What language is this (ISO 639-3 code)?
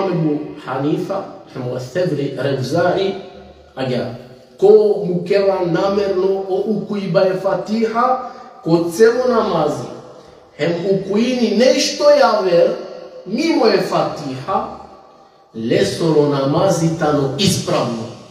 rmn